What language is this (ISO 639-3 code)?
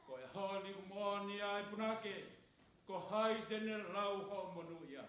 ton